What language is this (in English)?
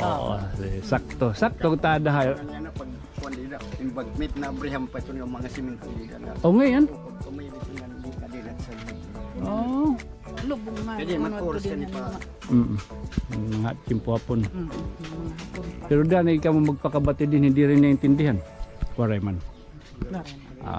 Waray